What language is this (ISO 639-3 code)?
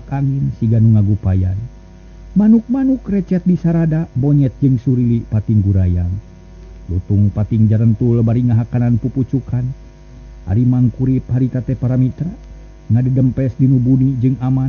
sun